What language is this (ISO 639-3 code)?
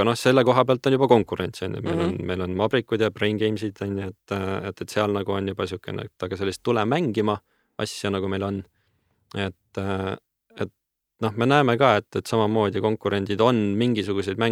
est